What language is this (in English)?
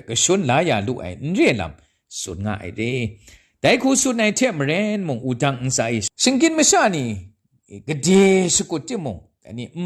Kachin